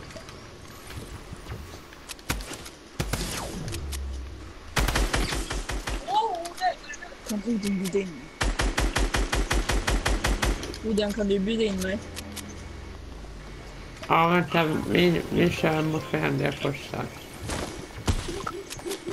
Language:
Swedish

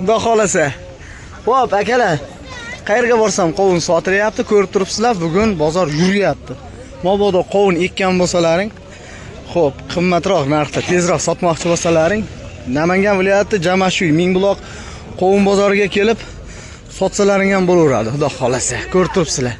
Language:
Uzbek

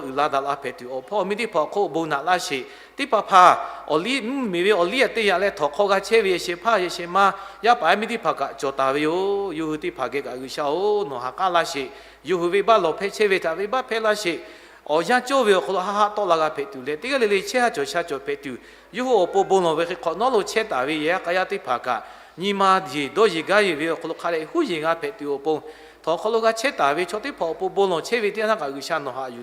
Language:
Lahu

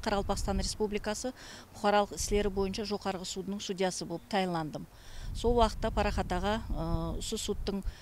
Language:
Kara-Kalpak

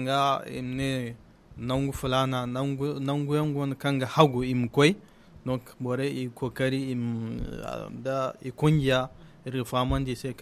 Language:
Zarma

